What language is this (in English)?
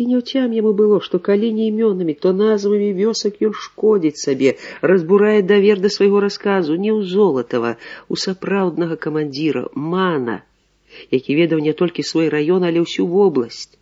Belarusian